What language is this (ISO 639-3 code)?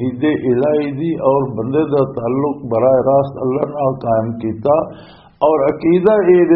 lah